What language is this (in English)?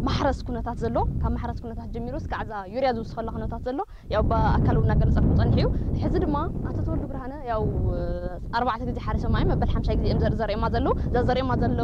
Tigrinya